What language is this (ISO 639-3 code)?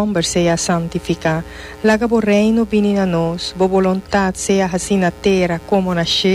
pap